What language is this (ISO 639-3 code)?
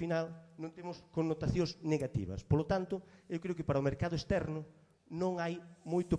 glg